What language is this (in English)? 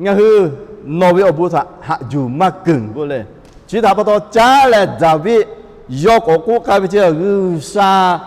Lahu